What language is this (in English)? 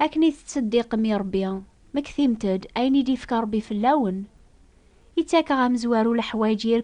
Kabyle